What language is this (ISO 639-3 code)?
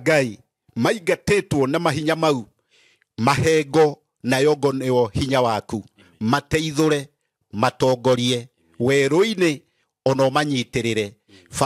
kik